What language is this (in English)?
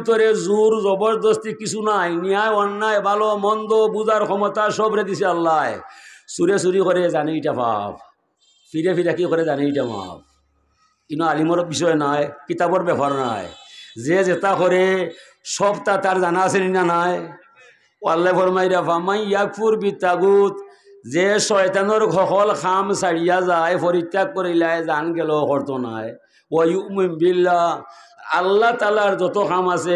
Sylheti